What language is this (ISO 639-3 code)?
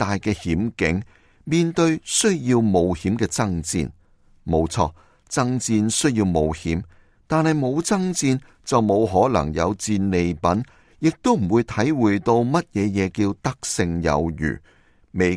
yue